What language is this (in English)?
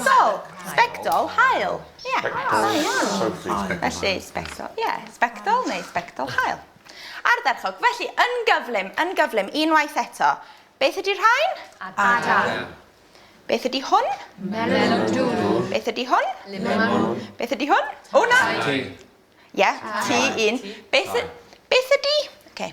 Welsh